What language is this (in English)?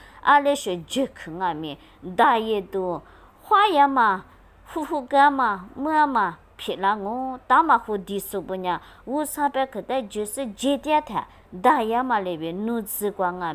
Lisu